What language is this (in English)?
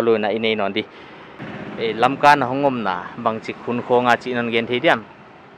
Paite Chin